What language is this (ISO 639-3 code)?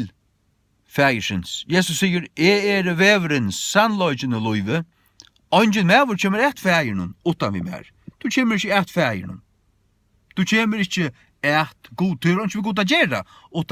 fao